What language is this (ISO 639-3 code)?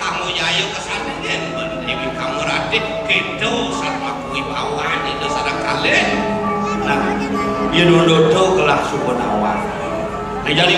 ban